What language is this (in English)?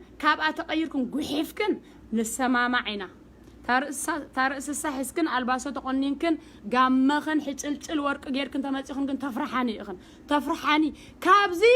Tigrinya